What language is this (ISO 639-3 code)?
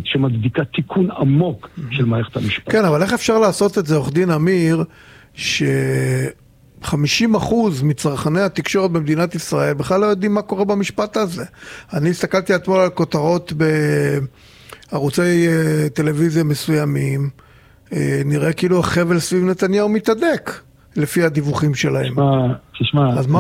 heb